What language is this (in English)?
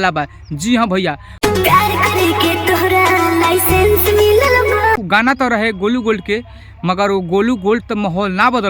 Bhojpuri